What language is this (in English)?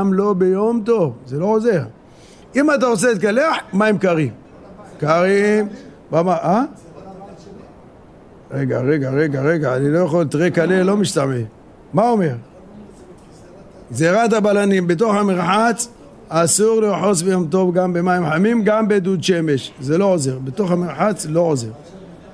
Hebrew